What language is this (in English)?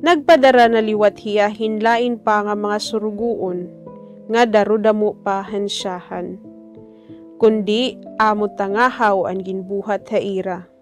Waray